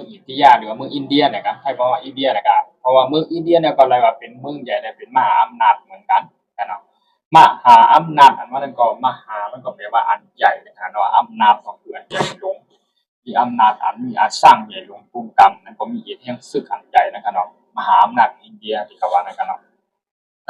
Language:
Shan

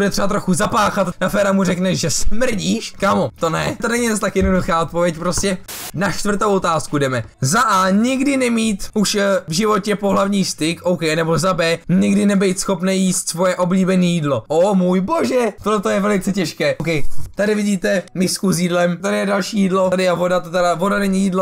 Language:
Czech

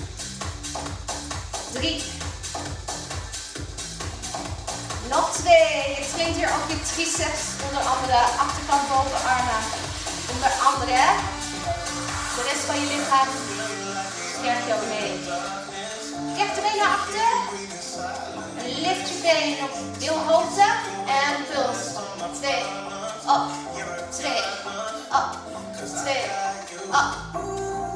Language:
Dutch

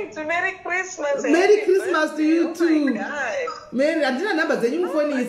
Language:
Shona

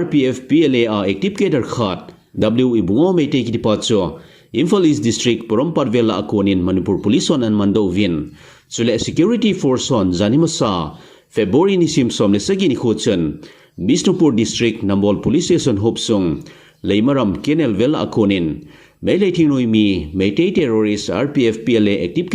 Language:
Thado Chin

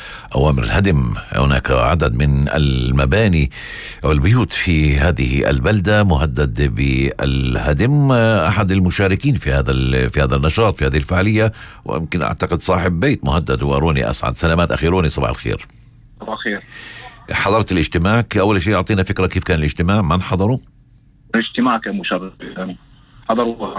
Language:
North Levantine Arabic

